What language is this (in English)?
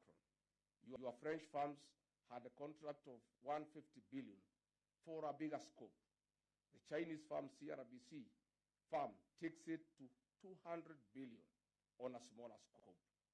Luo (Kenya and Tanzania)